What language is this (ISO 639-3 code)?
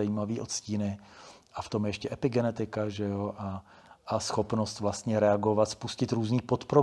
ces